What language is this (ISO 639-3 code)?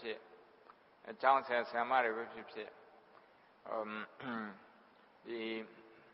mya